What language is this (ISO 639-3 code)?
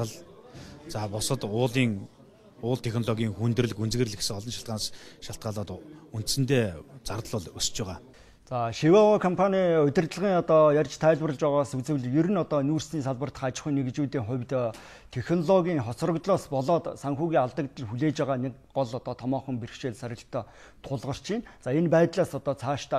mon